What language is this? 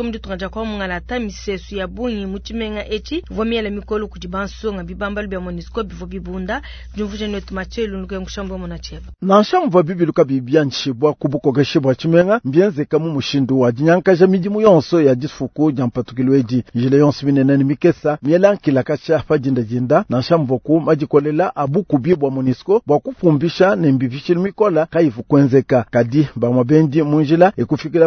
Luba-Lulua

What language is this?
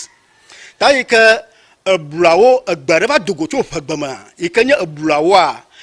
Ewe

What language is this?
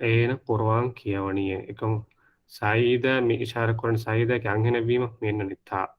Divehi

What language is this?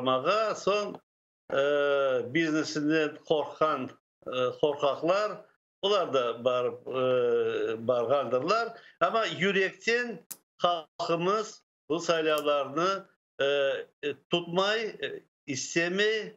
Crimean Tatar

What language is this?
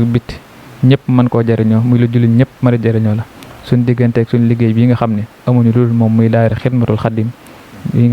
Wolof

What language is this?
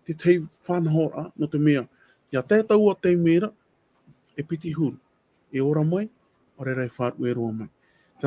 Tahitian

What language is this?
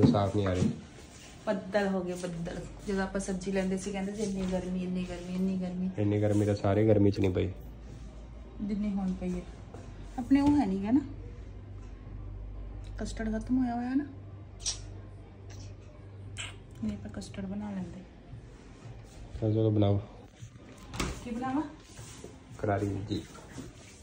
Punjabi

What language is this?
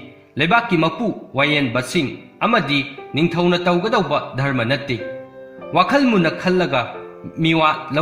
Manipuri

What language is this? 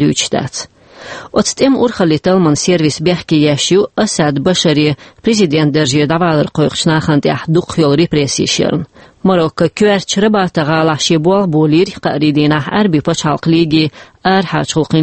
Chechen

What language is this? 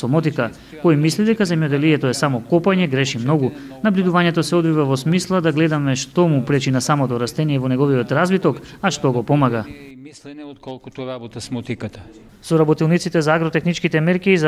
Macedonian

